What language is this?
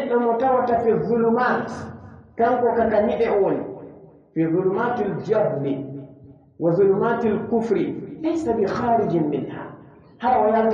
Pular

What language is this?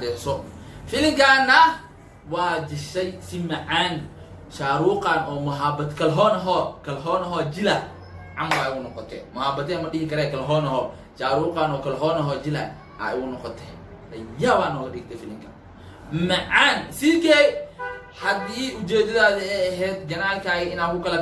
Somali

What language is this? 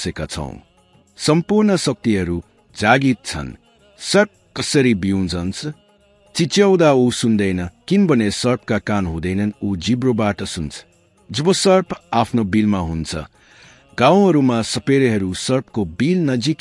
Nepali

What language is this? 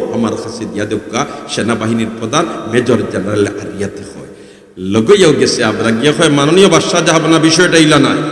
Sylheti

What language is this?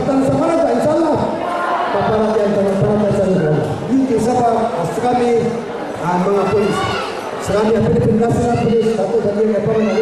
Maranao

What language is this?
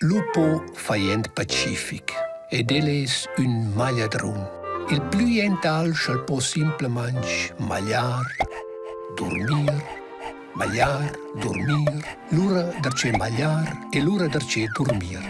Romansh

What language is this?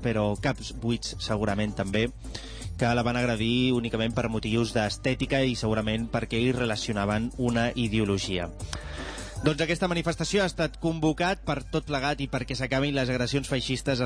Catalan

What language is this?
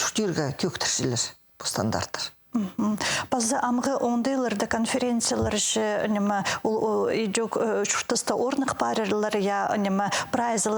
Khakas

